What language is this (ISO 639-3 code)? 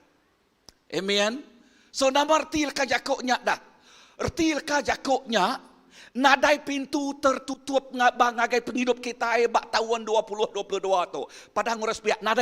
iba